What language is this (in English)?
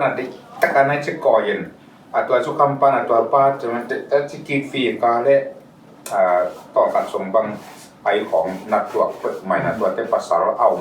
Tedim Chin